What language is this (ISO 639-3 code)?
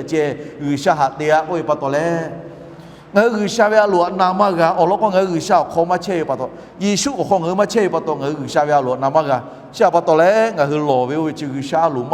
lhu